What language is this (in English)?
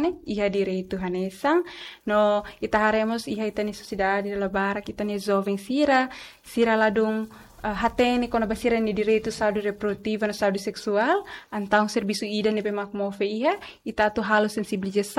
Tetum